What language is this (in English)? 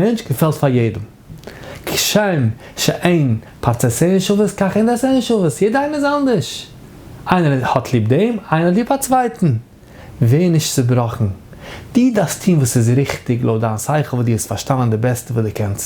Yiddish